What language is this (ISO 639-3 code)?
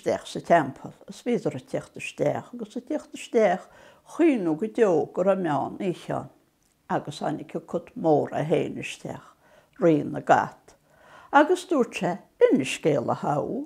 gle